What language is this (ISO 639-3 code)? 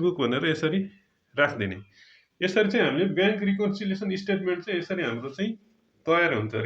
nep